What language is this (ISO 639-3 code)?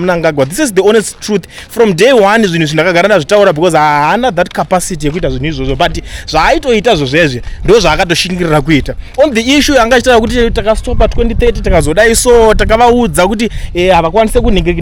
sna